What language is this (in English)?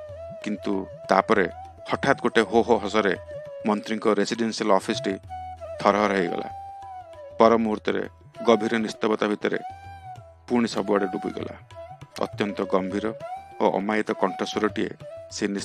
Odia